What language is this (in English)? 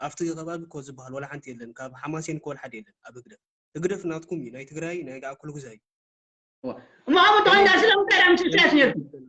Tigrinya